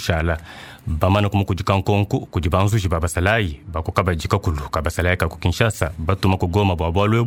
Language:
Luba-Lulua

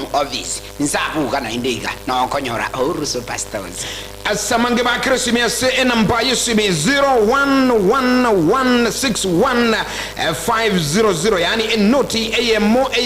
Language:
Gusii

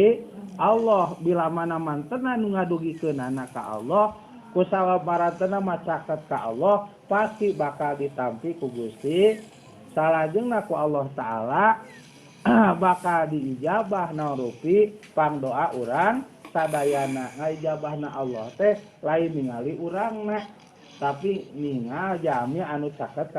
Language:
Sundanese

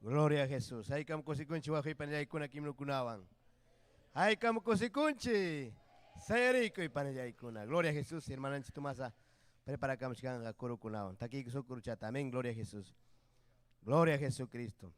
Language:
Ayacucho Quechua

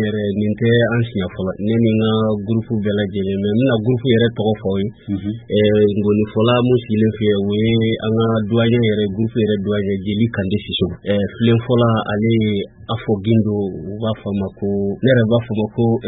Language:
Bambara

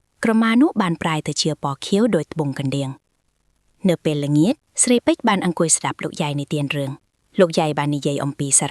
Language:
Khmer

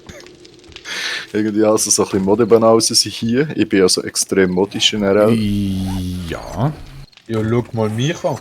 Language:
Swiss German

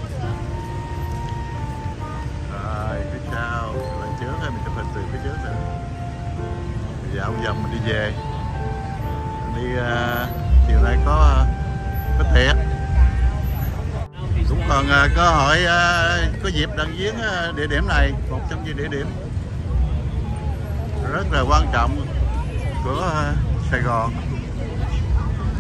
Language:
Vietnamese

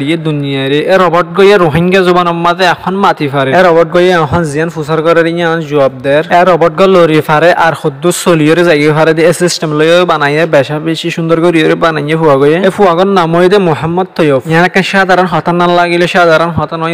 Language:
Rohingya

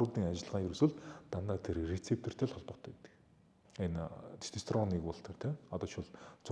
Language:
Mongolian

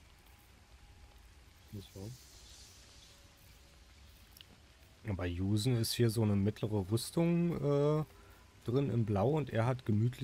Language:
German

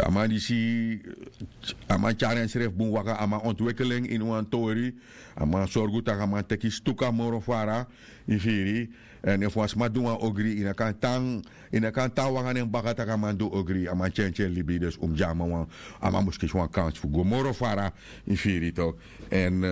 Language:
Sranan Tongo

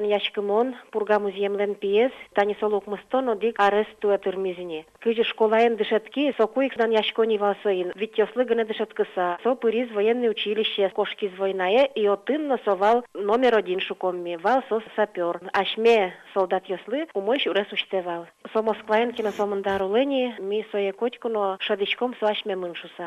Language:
Udmurt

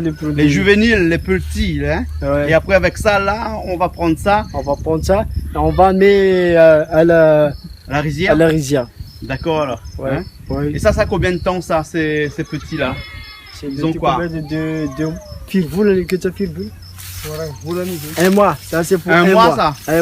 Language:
Réunion Creole French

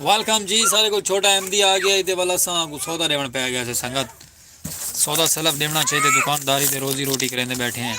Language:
Saraiki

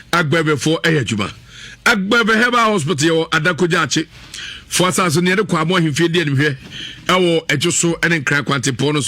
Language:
Akan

